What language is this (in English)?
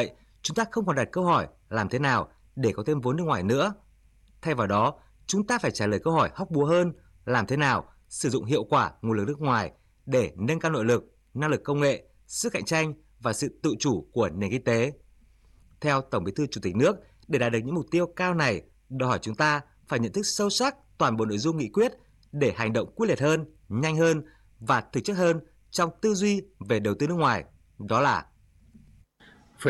Vietnamese